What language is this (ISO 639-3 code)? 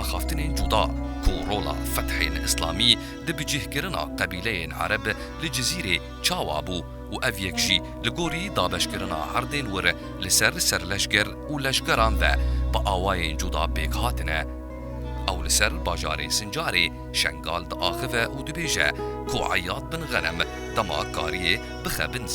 kur